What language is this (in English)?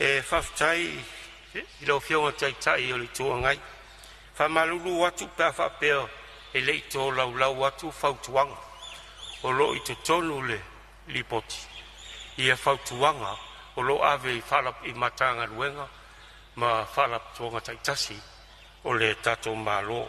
Samoan